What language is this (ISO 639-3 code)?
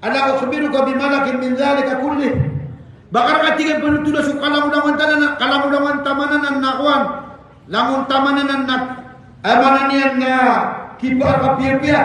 mrw